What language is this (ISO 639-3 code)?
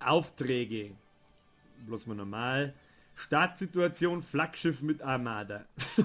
bar